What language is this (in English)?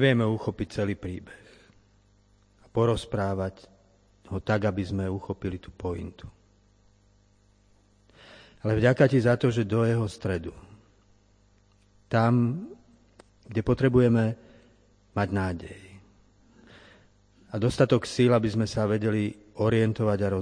Slovak